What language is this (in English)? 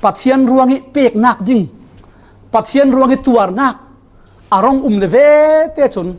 Falam Chin